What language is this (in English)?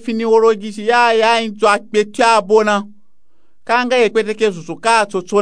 Nupe-Nupe-Tako